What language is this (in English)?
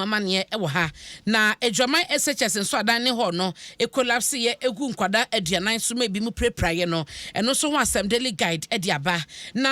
Akan